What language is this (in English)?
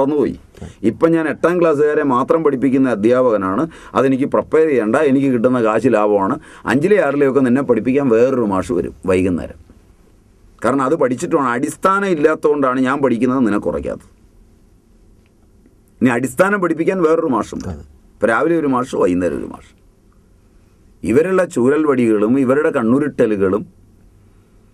Malayalam